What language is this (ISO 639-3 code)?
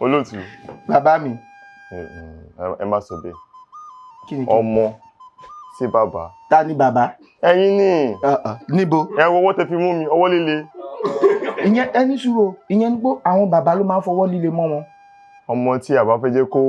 yor